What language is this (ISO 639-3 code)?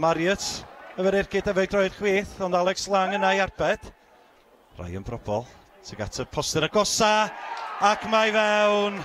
cym